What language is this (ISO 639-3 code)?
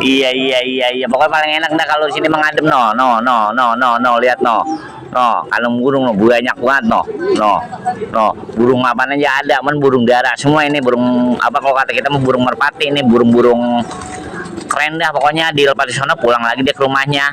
bew